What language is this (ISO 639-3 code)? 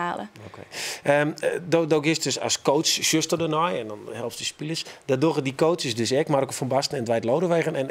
fry